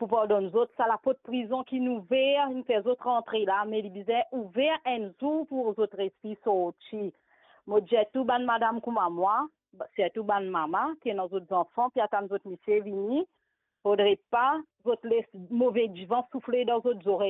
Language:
Morisyen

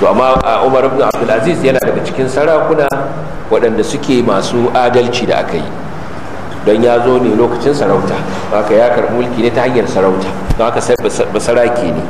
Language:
Hausa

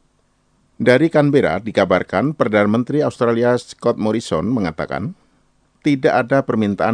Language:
Indonesian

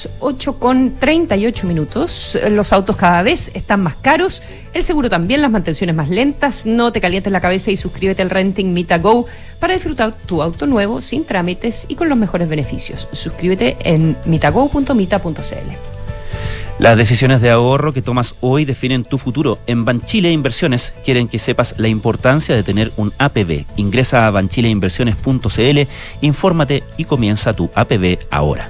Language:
Spanish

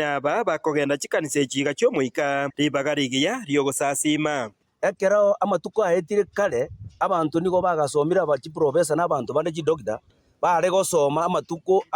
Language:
Gusii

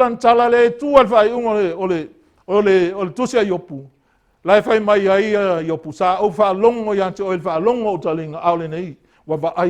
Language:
Samoan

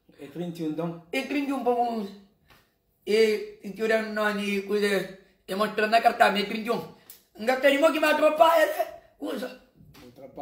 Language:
Kabuverdianu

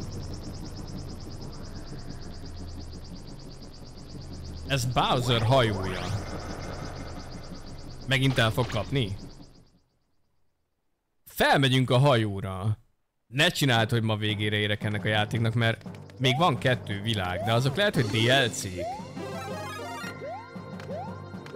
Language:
Hungarian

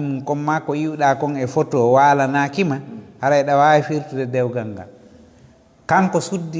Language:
Fula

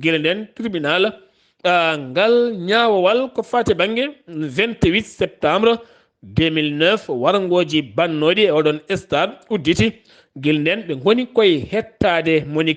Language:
Fula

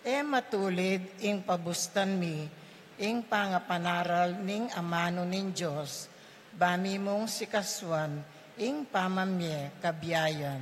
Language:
Pampanga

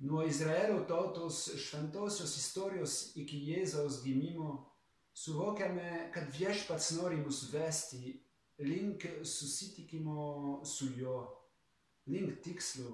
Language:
Lithuanian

